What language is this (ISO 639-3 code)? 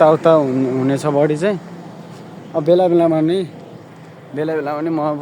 nep